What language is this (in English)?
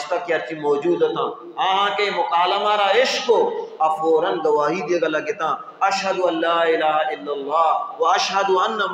Baluchi